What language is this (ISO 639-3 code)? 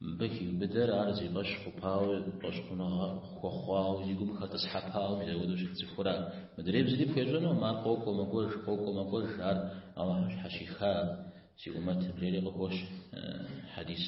kbd